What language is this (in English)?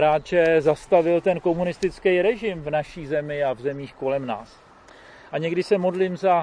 Czech